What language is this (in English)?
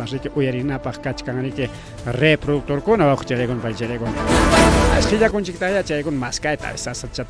Ayacucho Quechua